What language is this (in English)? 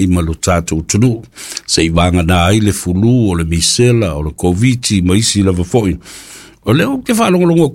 Samoan